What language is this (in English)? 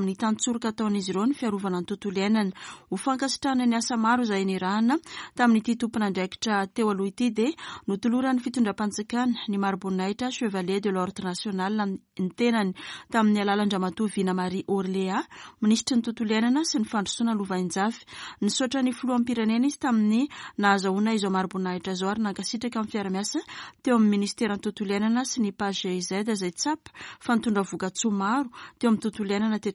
Malagasy